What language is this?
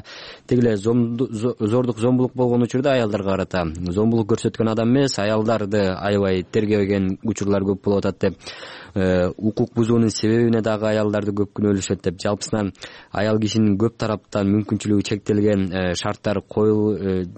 Kyrgyz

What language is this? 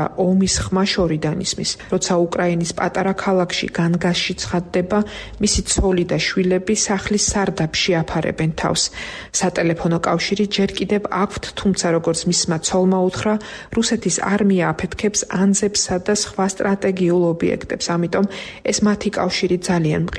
Georgian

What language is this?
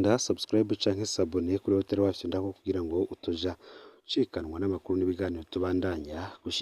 Rundi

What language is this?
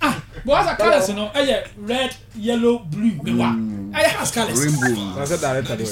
Akan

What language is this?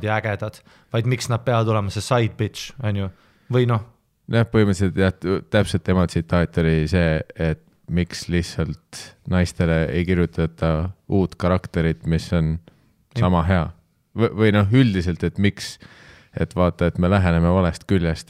Estonian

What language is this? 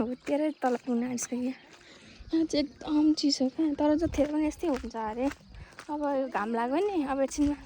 Nepali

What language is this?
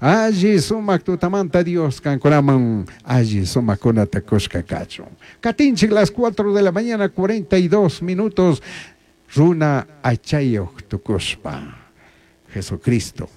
Chimborazo Highland Quichua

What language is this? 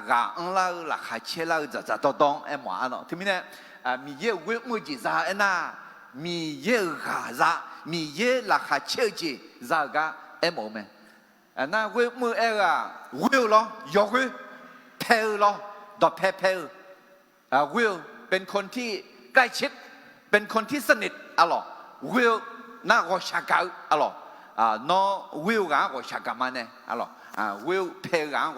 Akha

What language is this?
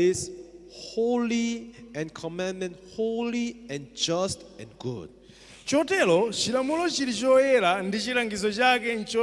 Nyanja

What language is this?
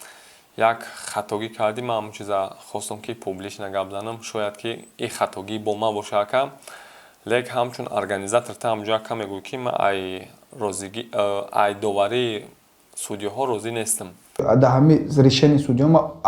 Tajik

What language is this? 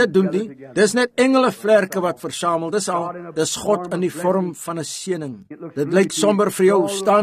Afrikaans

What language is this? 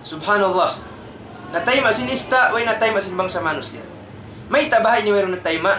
Tausug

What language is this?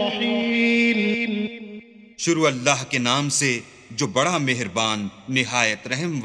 Urdu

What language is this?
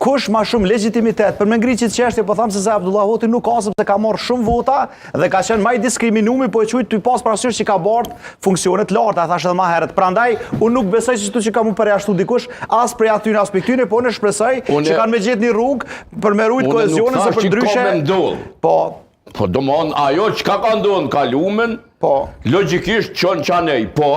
Albanian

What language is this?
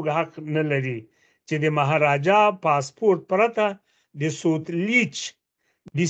Pashto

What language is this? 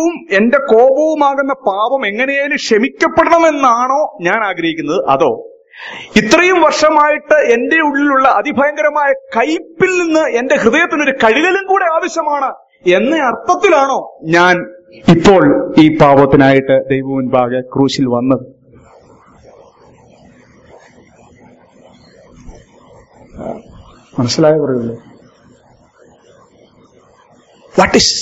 Malayalam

